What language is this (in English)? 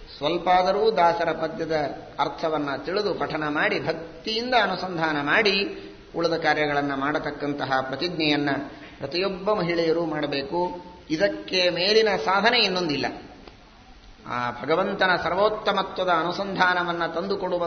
Kannada